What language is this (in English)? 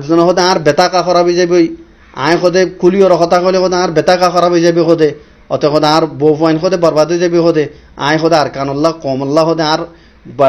Rohingya